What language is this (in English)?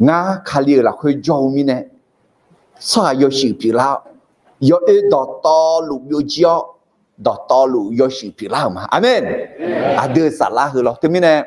Akha